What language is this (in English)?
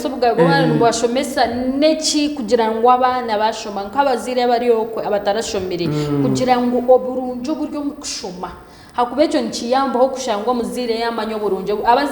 Nyankole